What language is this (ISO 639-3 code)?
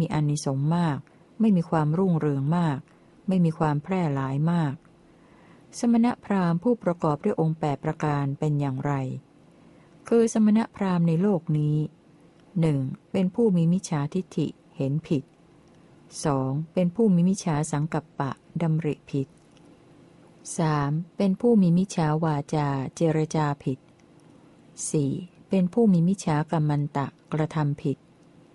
tha